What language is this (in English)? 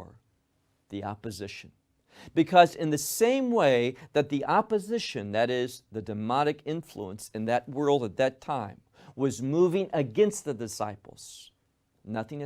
English